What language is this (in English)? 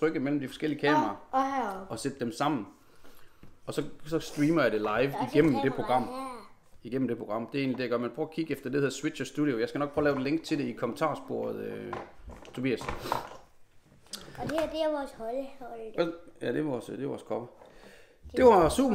Danish